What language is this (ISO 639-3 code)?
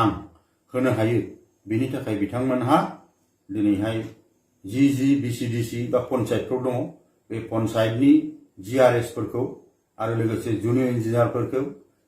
brx